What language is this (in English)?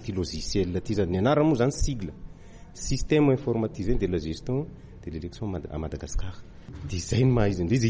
Malagasy